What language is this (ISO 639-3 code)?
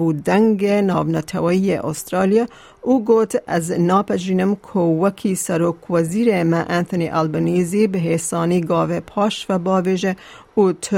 kur